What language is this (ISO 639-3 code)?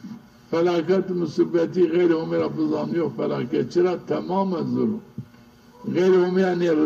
zza